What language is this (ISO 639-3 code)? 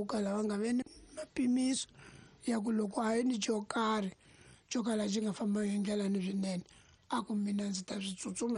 tso